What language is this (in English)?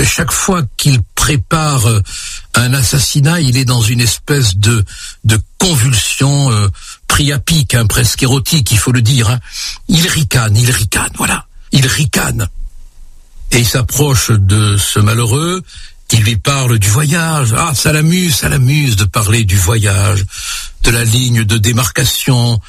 French